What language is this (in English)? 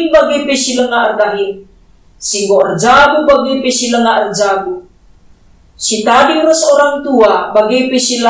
Batak Karo